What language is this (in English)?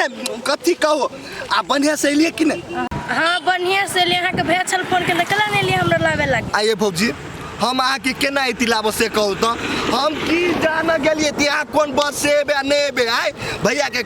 Maithili